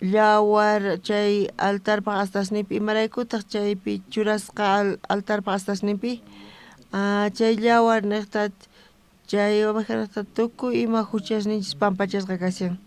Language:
South Bolivian Quechua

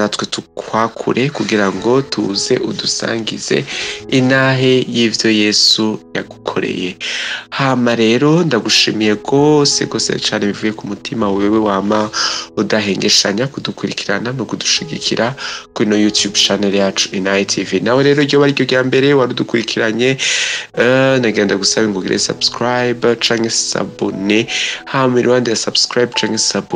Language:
Rundi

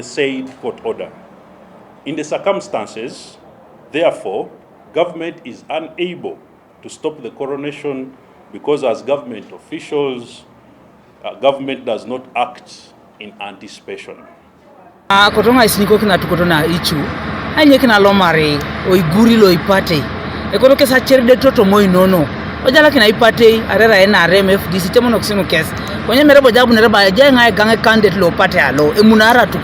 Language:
Teso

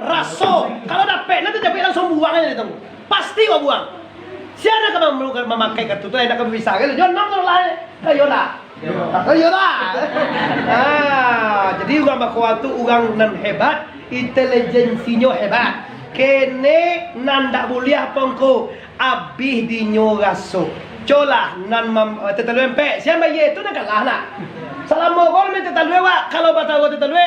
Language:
Minangkabau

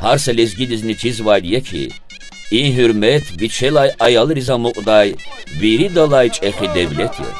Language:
Lezghian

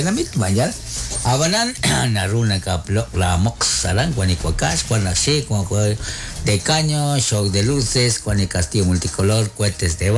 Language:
Kekchí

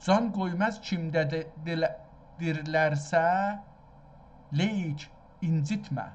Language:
South Azerbaijani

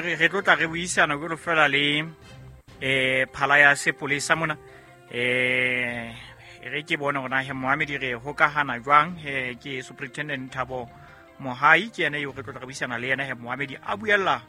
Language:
Southern Sotho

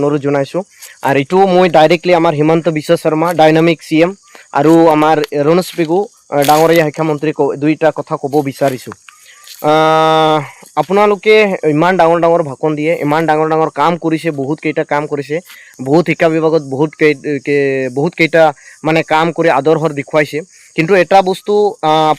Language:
Assamese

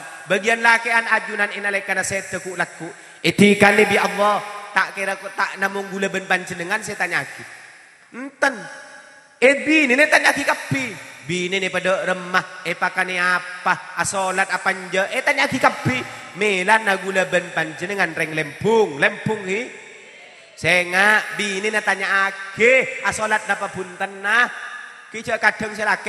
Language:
Madurese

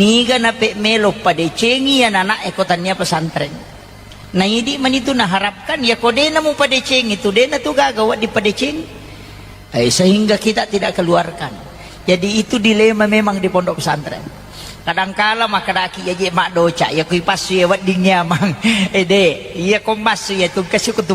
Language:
Buginese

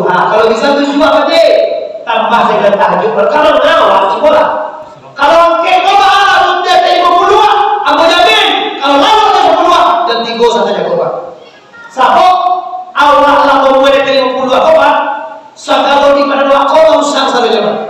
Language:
Minangkabau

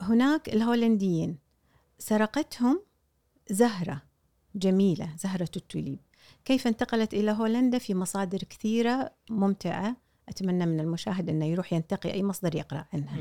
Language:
Gulf Arabic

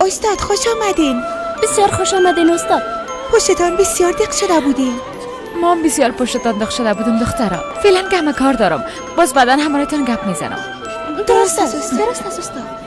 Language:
Persian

